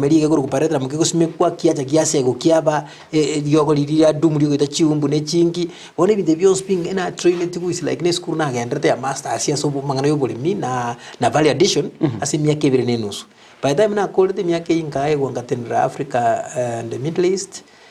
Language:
Gusii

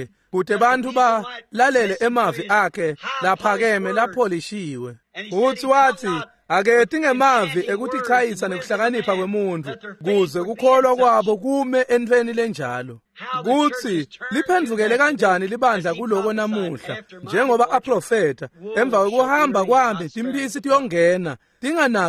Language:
Swati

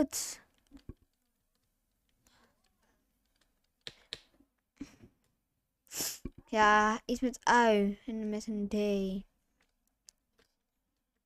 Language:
Dutch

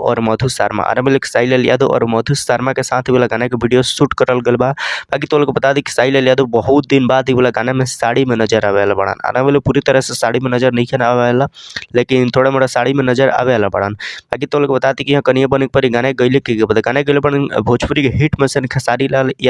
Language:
Bhojpuri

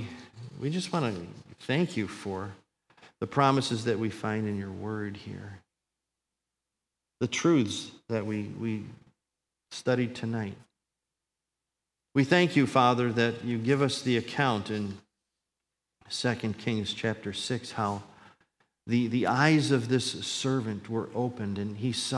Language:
English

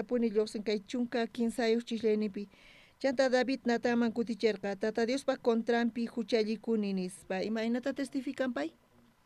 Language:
South Bolivian Quechua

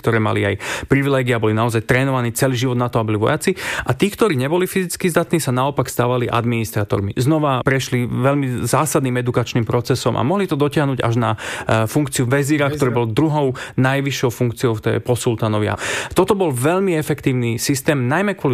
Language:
Slovak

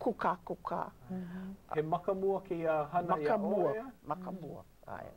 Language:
Hawaiian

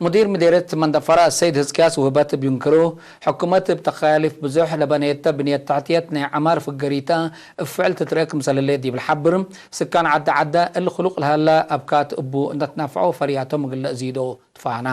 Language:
Tigre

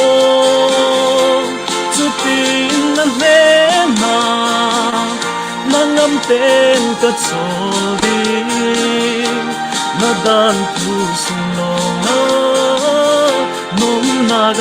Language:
Falam Chin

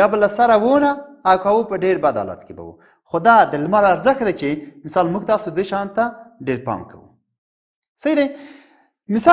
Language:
Pashto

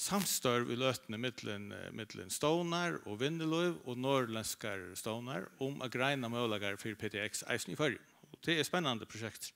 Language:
Faroese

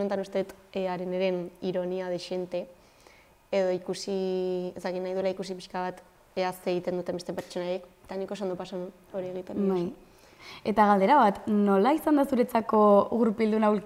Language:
Basque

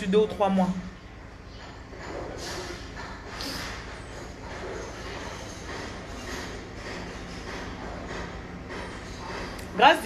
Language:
French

